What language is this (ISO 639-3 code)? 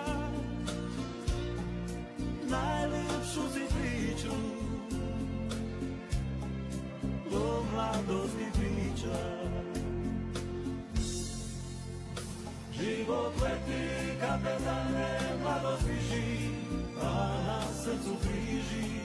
hrv